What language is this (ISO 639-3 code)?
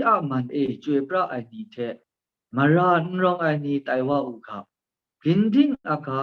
kac